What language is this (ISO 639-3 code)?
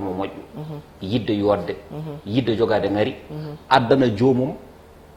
ful